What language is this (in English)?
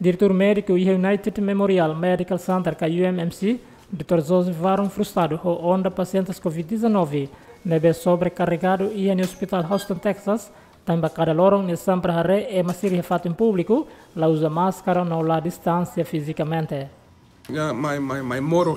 Tetum